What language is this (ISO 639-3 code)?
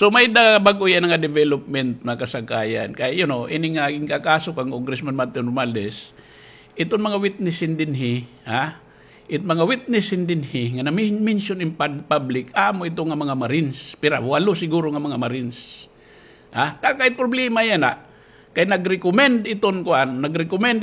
war